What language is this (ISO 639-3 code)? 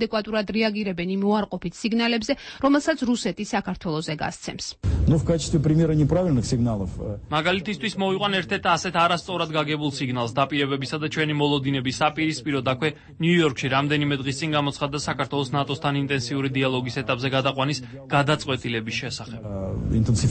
kat